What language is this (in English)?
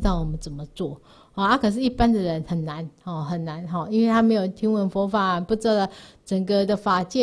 Chinese